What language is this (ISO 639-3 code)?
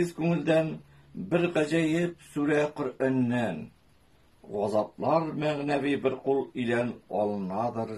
tat